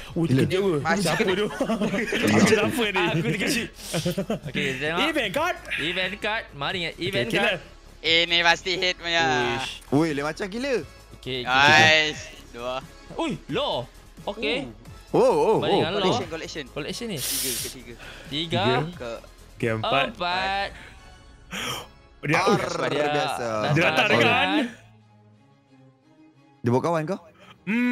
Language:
Malay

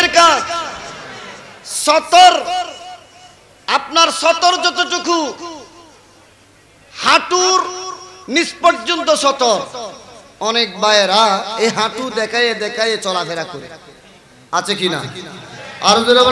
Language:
Bangla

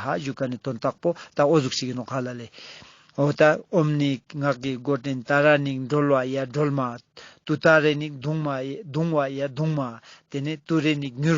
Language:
Ladakhi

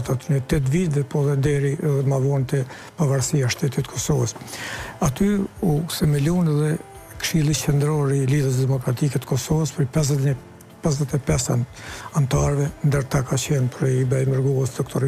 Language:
Albanian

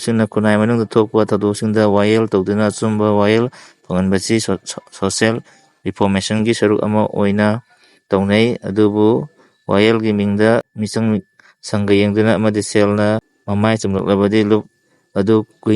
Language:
Manipuri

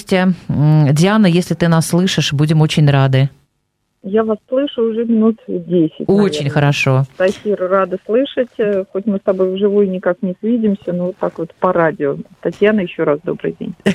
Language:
Russian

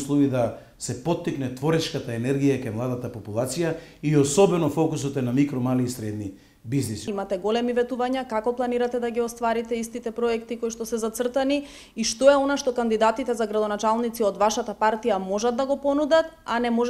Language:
Macedonian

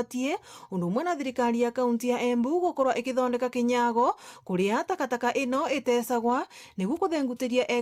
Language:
Meru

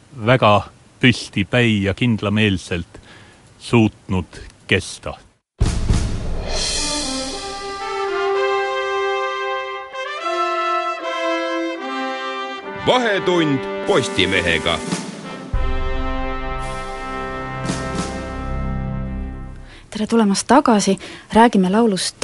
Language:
Estonian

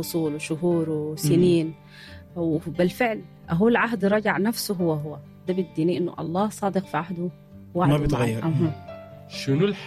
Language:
Sudanese Arabic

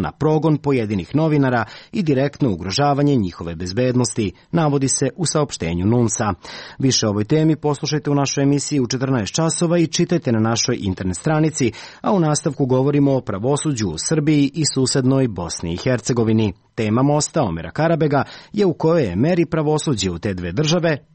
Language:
Serbian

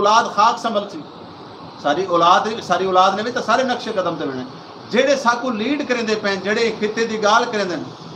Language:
Saraiki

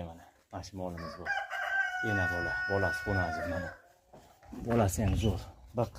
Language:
Uzbek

